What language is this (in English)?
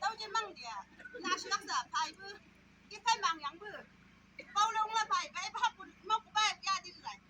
Chang Naga